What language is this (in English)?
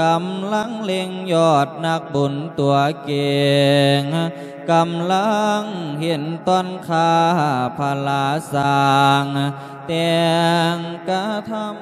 Lao